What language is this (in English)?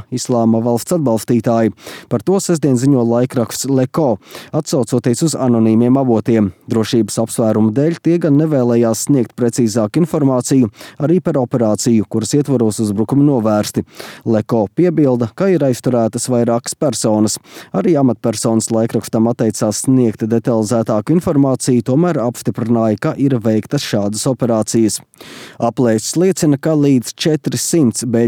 Latvian